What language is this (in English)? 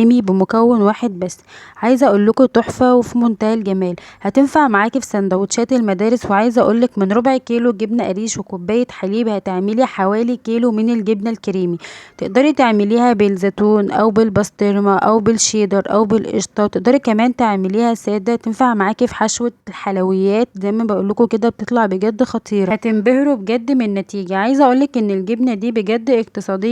Egyptian Arabic